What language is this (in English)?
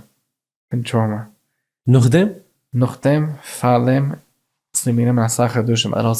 Yiddish